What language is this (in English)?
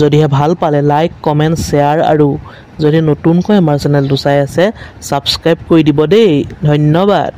Assamese